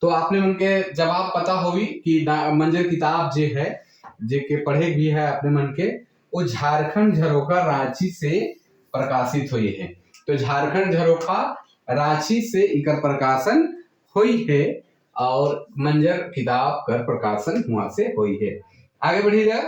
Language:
Sadri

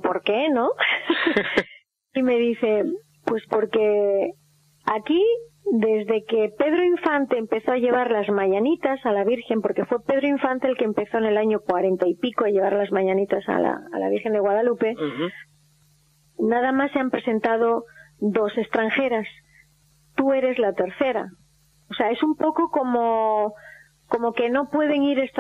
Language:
Spanish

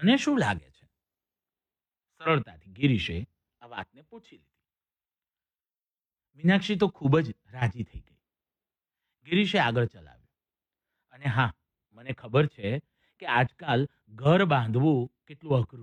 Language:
Gujarati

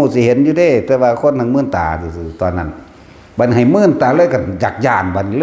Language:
Northeastern Thai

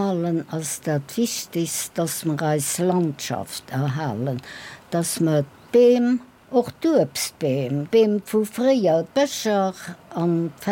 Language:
Luxembourgish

